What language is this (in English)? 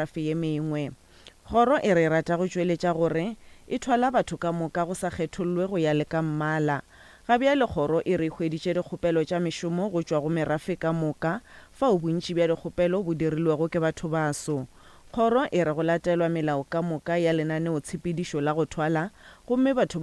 Northern Sotho